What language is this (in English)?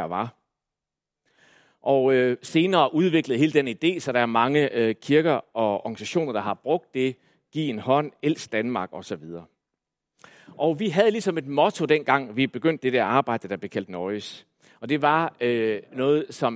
Danish